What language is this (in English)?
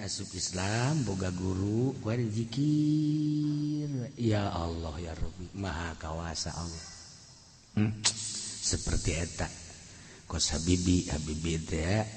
Sundanese